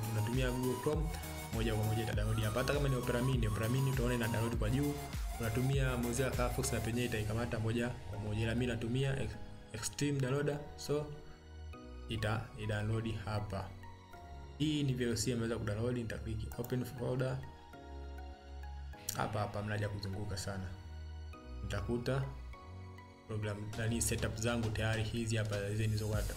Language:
Swahili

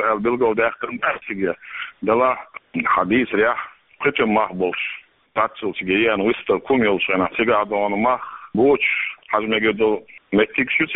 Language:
Chechen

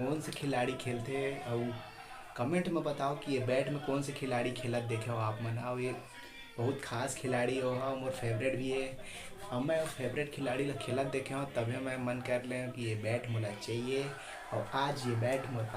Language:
Chhattisgarhi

